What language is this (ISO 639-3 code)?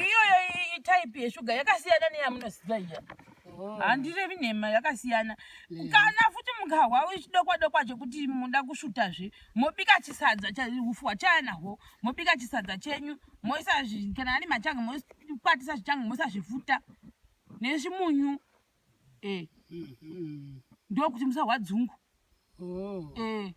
sna